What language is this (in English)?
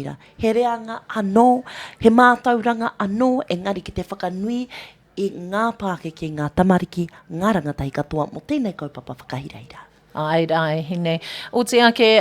Māori